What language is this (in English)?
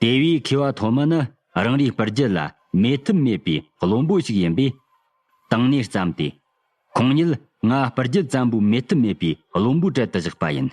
Tibetan